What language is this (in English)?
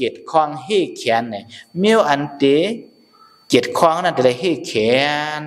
Shan